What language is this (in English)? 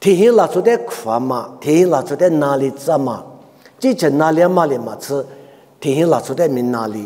Lisu